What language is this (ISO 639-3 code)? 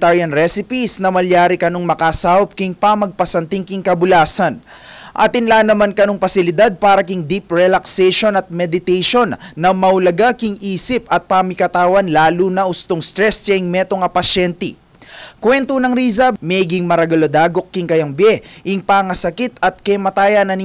pam